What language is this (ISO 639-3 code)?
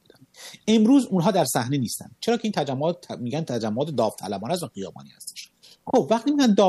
fas